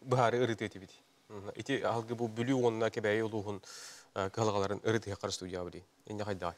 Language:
Yakut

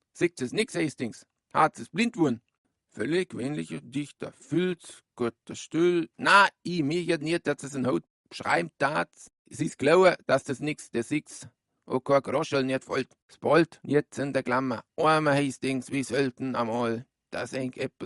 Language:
Bavarian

